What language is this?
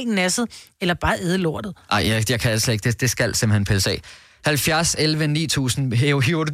Danish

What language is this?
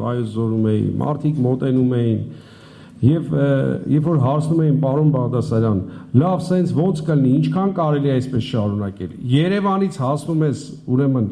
Armenian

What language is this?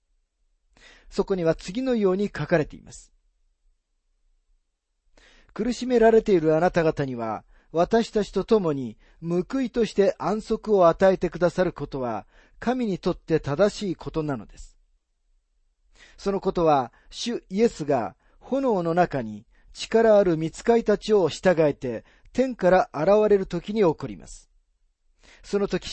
Japanese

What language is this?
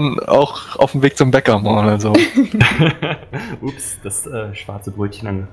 German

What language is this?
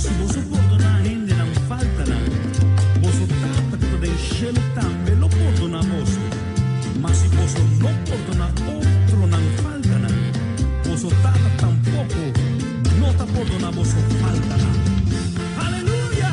Papiamento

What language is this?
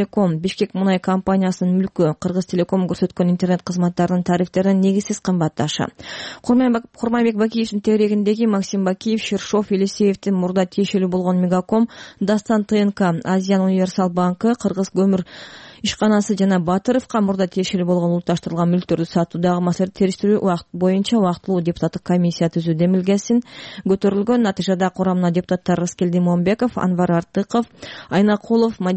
Kyrgyz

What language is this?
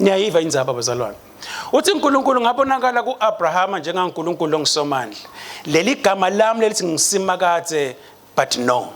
Swati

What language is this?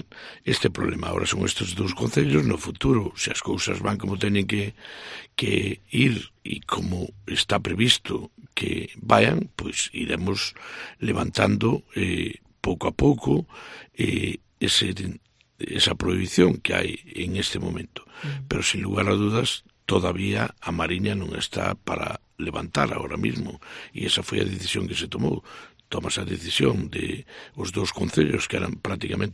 Galician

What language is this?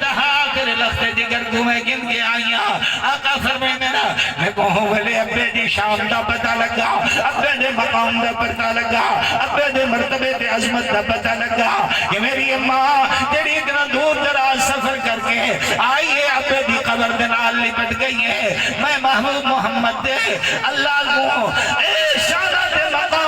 Saraiki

